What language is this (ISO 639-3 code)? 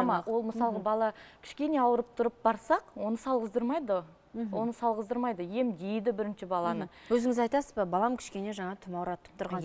kaz